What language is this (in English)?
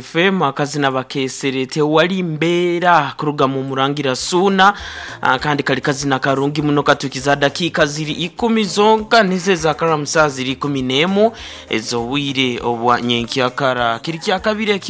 Nyankole